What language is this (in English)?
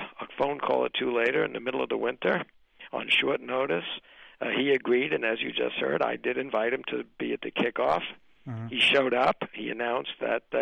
English